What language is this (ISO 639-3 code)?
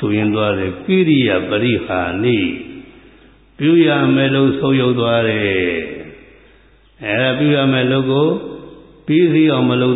mya